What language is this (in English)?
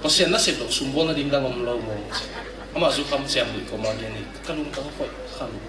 Tedim Chin